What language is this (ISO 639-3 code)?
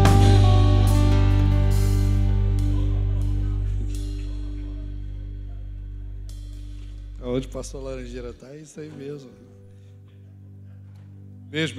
por